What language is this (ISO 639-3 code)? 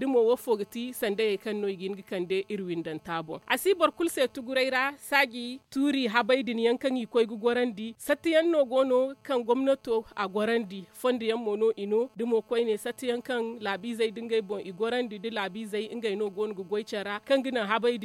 dje